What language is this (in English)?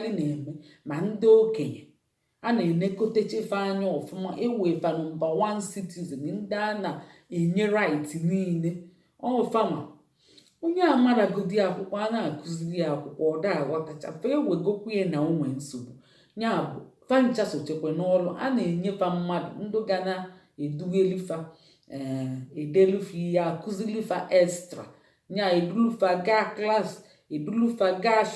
Igbo